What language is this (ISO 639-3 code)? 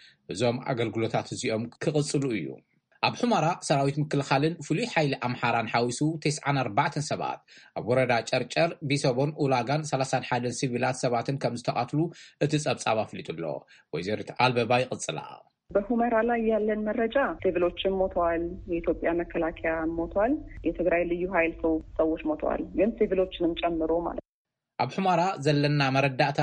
tir